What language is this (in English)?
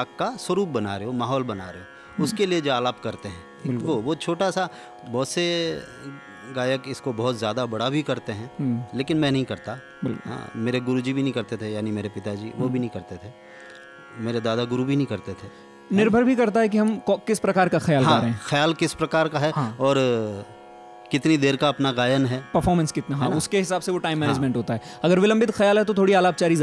Hindi